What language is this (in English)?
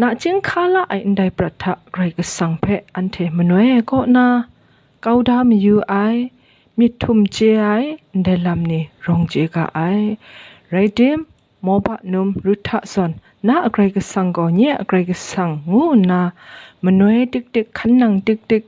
Kachin